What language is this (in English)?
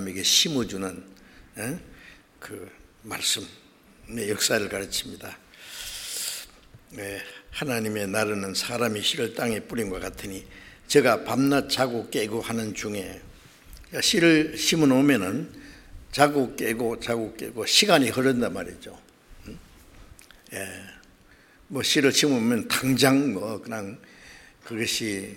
Korean